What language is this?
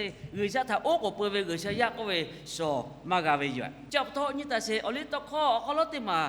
Lahu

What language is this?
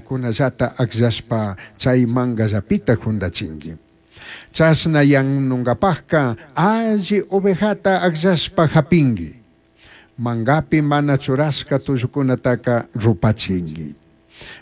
Chimborazo Highland Quichua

